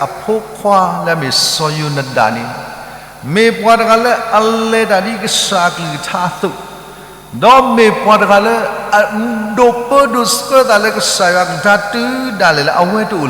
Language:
S'gaw Karen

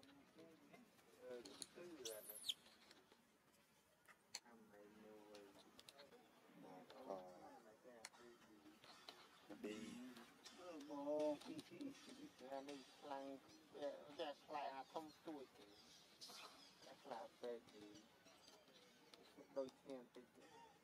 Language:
Vietnamese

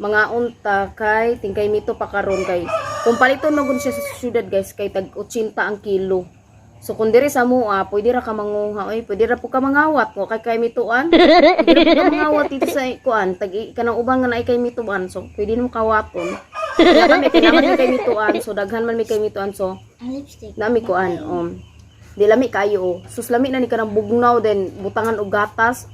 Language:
Cebuano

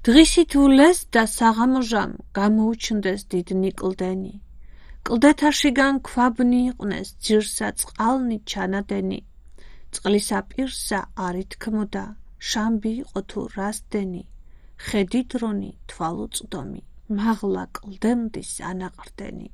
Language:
Georgian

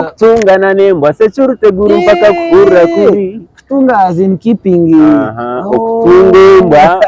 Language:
Nyankole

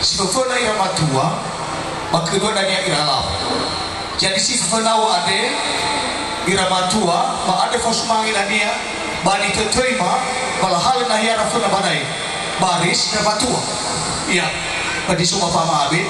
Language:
Nias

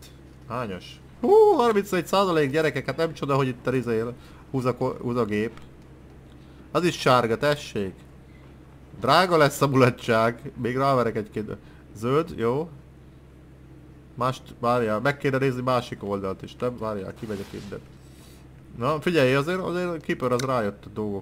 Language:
Hungarian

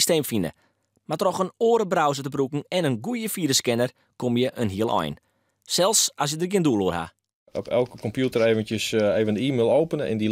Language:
Western Frisian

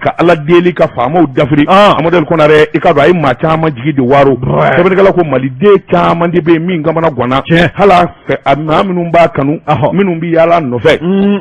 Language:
Bambara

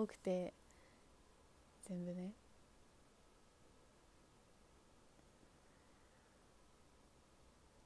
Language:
Japanese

